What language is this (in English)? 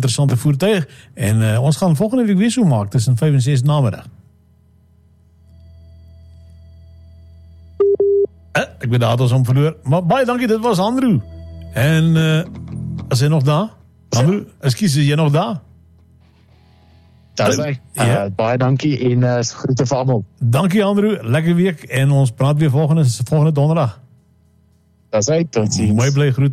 Afrikaans